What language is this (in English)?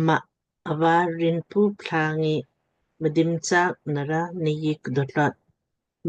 Lamkang